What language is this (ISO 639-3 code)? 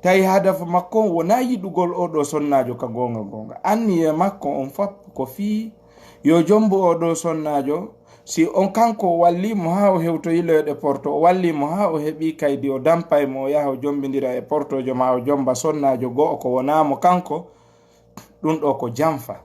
ful